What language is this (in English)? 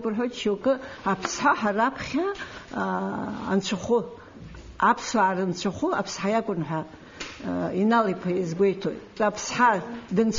Abkhazian